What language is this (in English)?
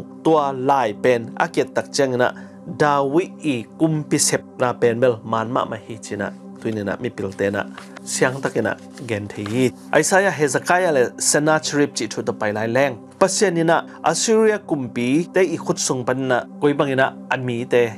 Tedim Chin